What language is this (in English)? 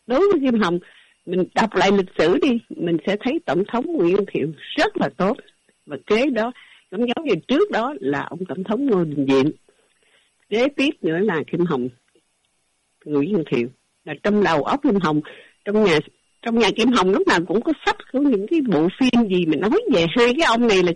Vietnamese